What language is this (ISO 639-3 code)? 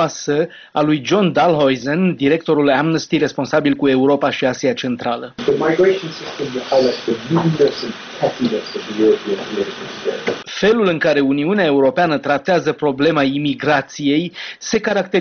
ron